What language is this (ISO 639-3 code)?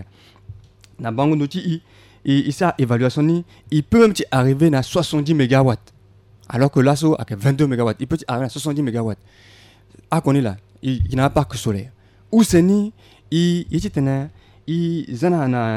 sag